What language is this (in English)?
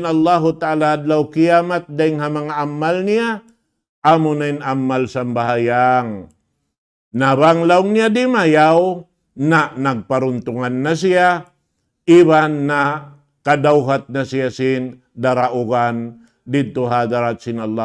Tausug